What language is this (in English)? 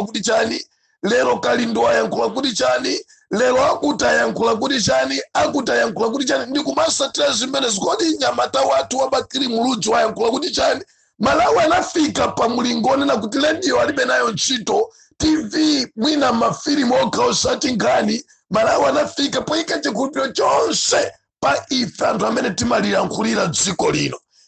Nyanja